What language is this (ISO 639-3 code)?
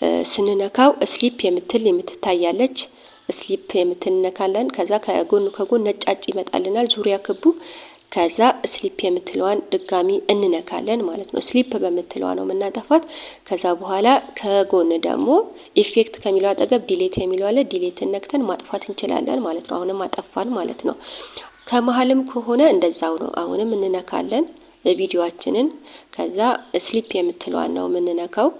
amh